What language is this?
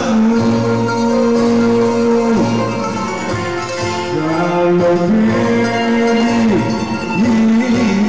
Greek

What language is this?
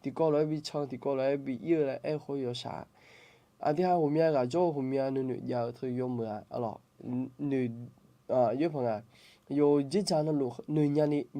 Akha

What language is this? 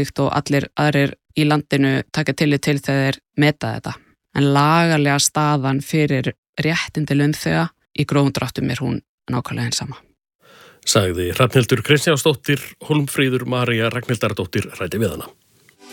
Icelandic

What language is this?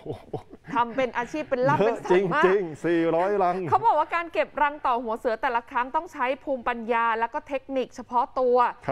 Thai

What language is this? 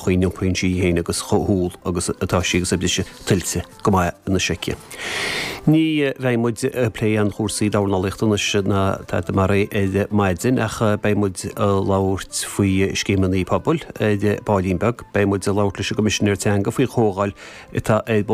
Irish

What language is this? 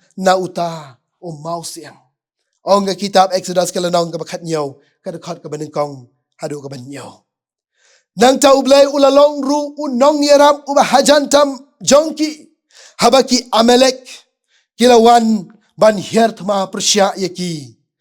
Khasi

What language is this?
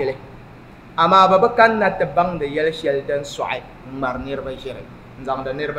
Dagbani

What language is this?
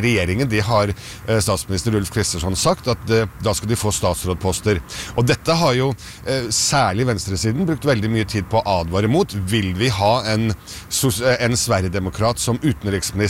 Norwegian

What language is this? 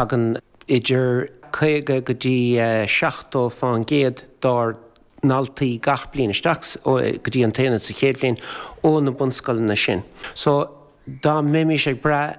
Irish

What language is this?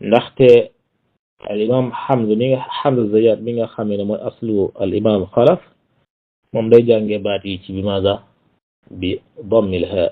Wolof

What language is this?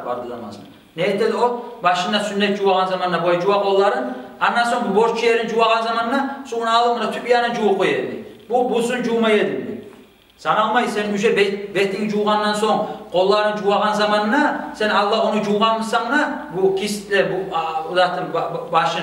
Kumyk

